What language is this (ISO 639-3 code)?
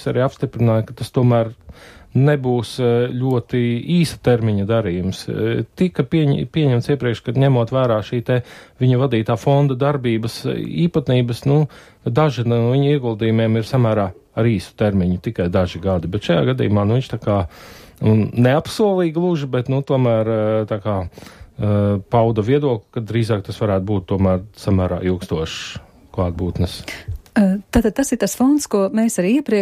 lav